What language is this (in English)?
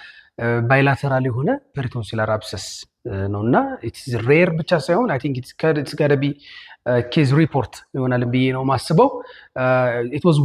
Amharic